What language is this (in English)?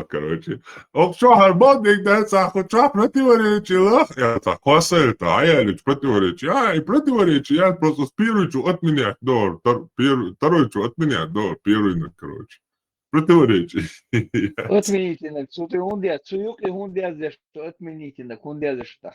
Chechen